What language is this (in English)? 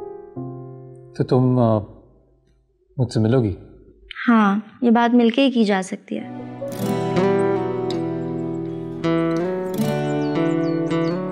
Hindi